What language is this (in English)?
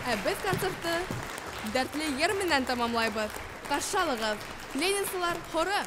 Bashkir